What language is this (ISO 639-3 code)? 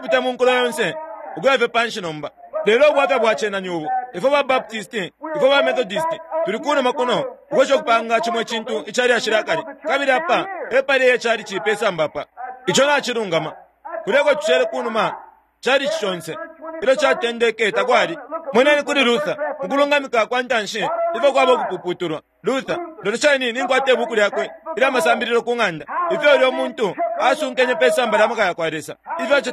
bem